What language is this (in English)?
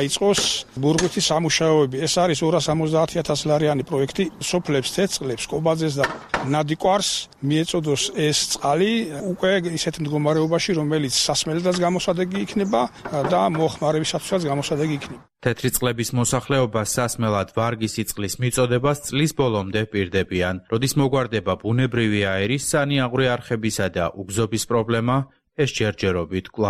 Georgian